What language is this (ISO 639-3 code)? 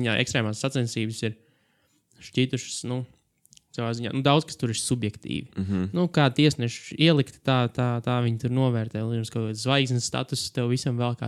lav